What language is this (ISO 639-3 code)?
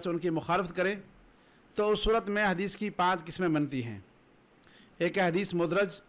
urd